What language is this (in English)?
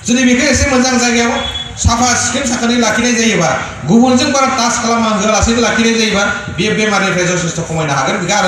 Bodo